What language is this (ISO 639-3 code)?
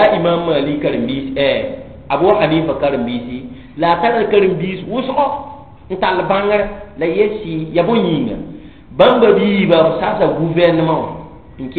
mos